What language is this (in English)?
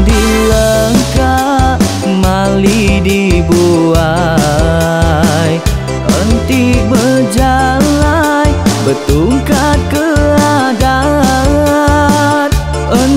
Iban